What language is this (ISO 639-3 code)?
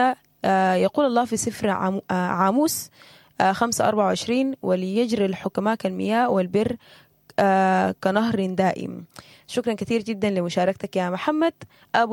apd